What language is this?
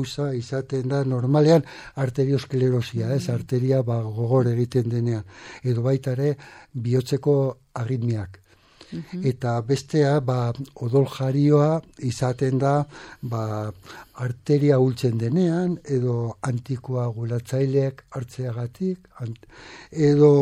Basque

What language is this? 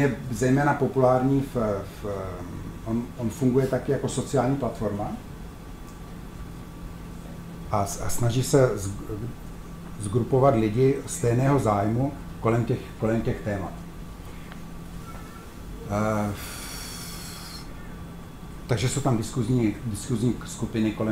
Czech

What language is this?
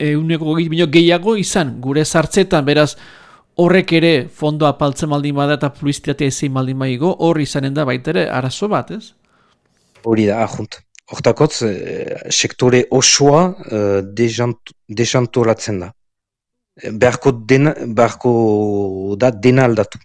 Basque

